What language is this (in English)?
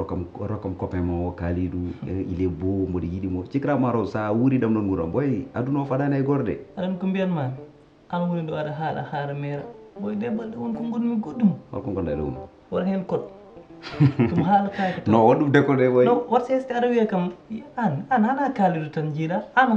Fula